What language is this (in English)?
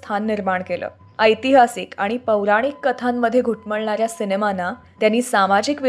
Marathi